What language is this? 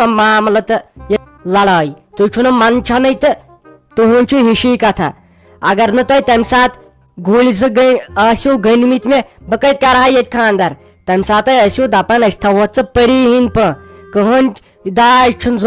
Kashmiri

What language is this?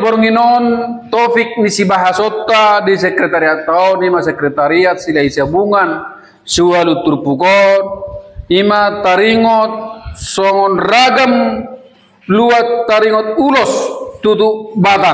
Batak Toba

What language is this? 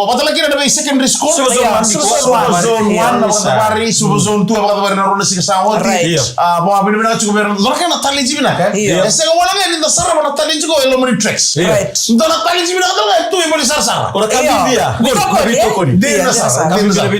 Fijian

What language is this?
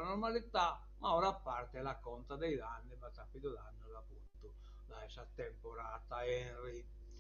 Sardinian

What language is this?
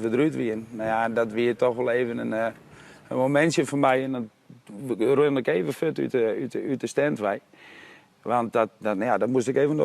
Western Frisian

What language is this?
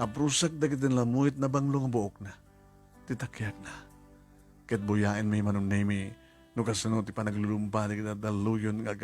Iloko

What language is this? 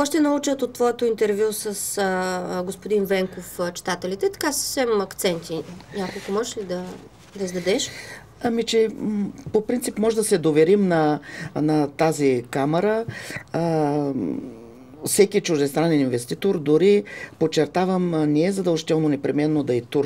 Bulgarian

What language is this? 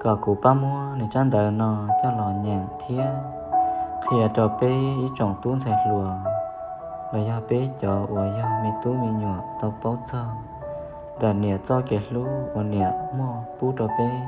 Hmong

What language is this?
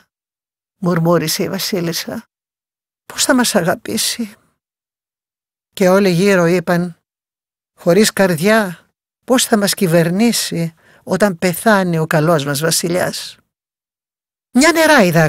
Greek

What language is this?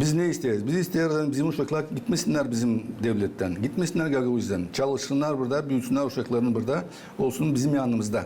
Gagauz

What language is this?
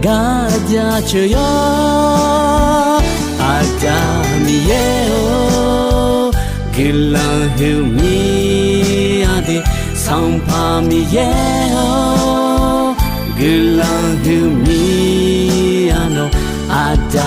Akha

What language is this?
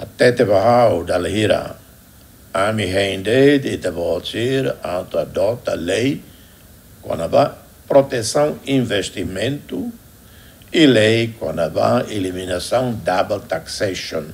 Tetum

